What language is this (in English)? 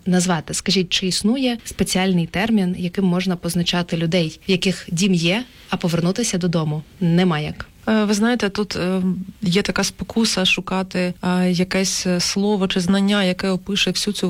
Ukrainian